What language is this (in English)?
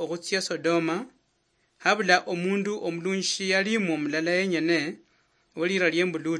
Luyia